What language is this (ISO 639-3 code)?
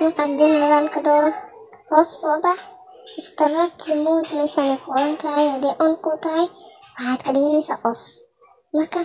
som